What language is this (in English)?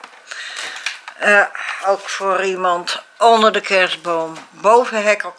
Dutch